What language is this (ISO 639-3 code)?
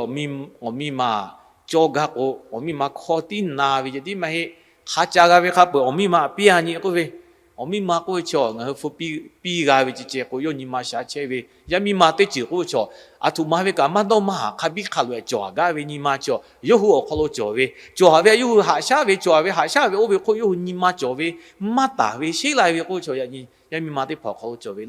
lhu